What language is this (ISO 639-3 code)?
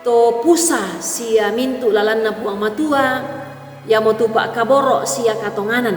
sda